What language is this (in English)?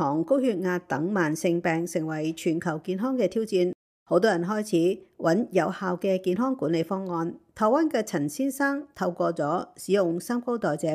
Cantonese